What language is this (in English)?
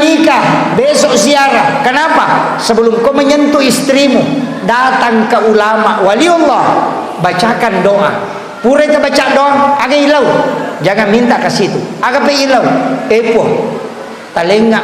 Buginese